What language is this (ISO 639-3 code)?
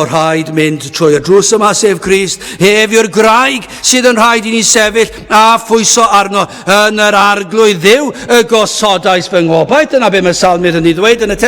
cym